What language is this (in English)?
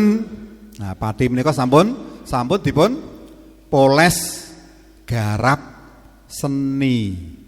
Javanese